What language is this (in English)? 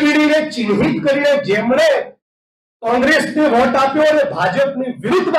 Gujarati